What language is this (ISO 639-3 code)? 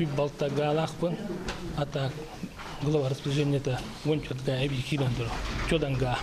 sah